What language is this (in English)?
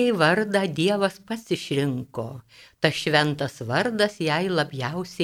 Lithuanian